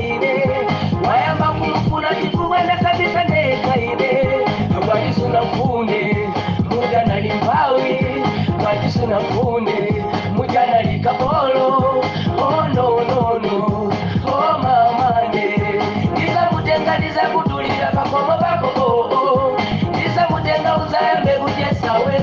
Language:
Nyanja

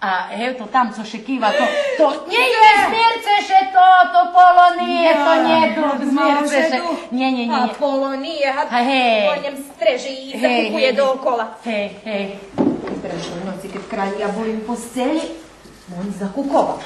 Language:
Rusyn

